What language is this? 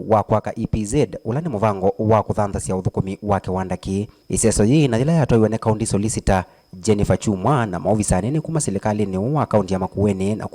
Kamba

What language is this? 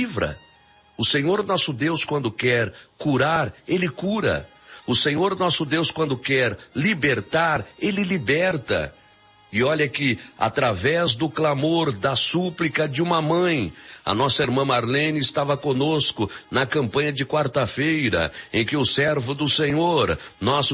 Portuguese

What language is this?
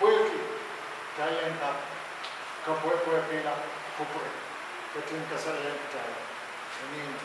Pohnpeian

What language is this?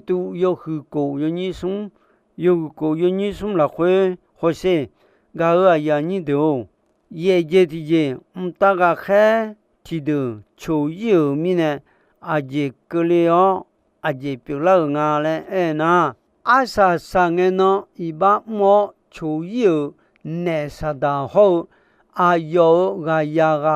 Akha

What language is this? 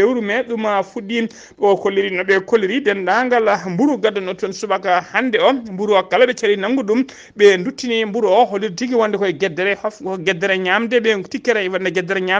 Fula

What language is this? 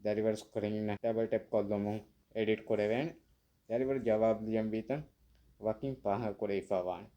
Divehi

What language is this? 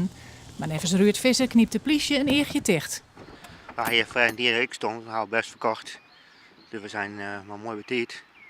Western Frisian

